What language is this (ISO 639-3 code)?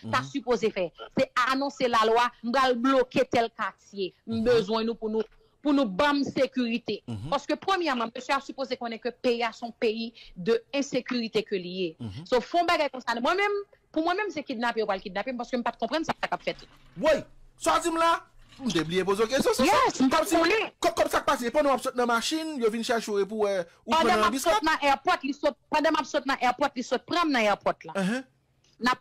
hat